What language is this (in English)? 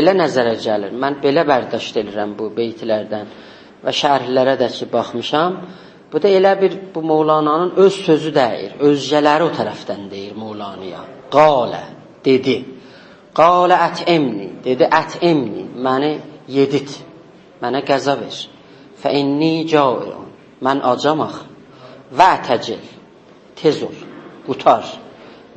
South Azerbaijani